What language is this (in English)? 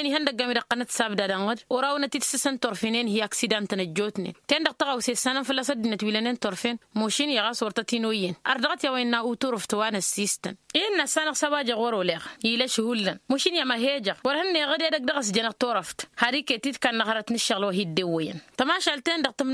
Tamasheq